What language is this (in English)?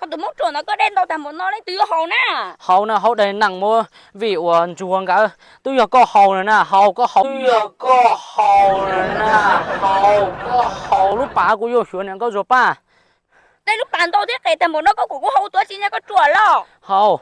Hmong